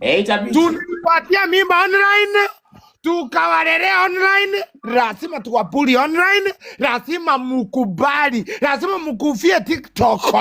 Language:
Swahili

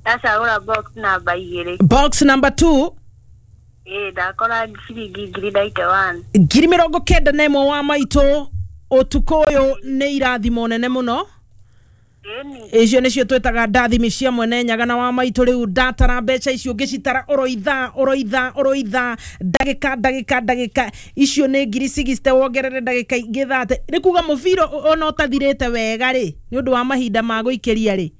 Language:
Kikuyu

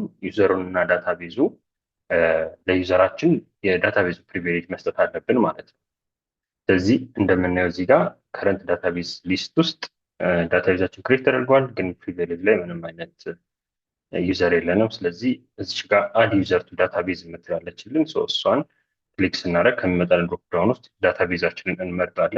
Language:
Amharic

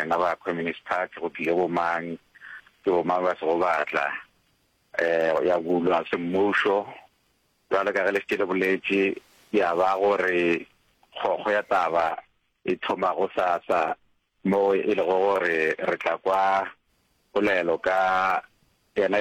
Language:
Northern Sotho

